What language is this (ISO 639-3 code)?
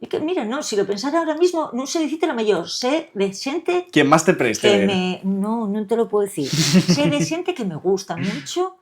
ast